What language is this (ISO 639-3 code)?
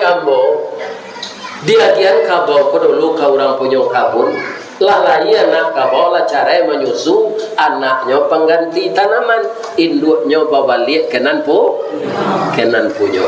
min